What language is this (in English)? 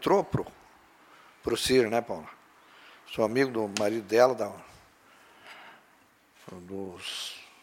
Portuguese